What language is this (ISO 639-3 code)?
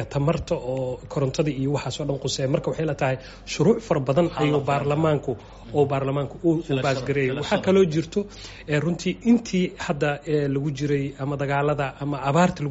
som